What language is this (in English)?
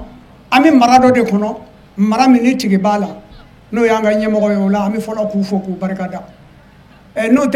Bambara